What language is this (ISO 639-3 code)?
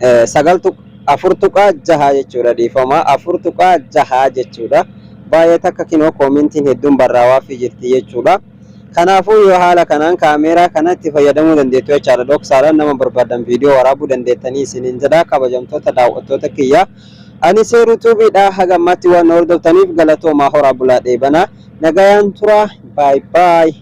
orm